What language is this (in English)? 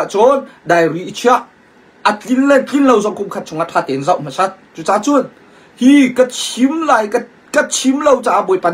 Hakha Chin